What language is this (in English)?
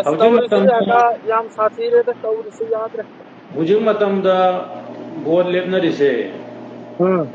Manipuri